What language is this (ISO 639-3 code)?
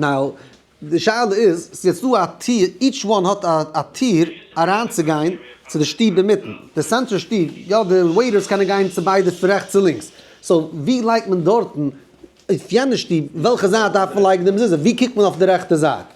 yid